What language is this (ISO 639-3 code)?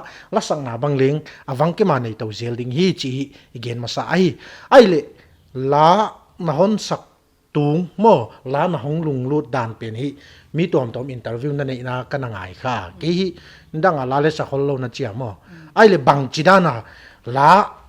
pck